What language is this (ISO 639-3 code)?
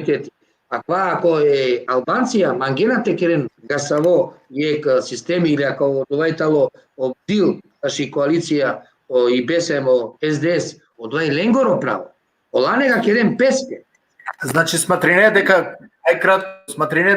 rmn